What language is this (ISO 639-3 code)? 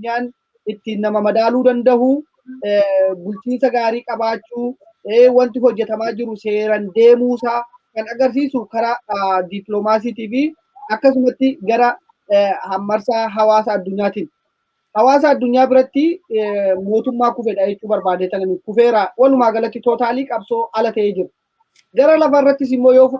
orm